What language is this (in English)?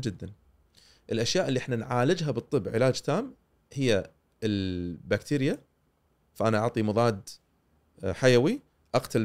Gulf Arabic